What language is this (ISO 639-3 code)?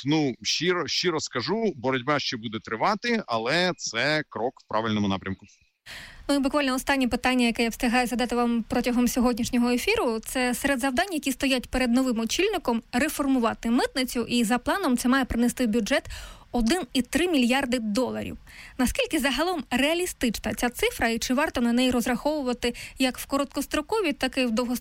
ukr